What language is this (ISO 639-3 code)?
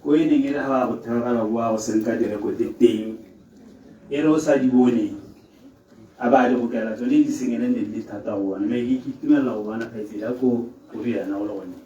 tsn